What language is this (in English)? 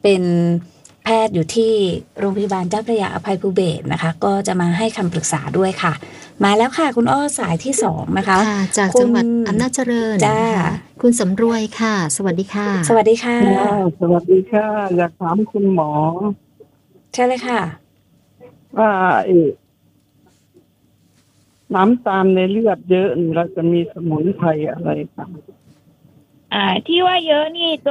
Thai